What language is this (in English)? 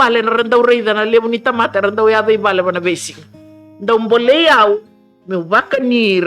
Fijian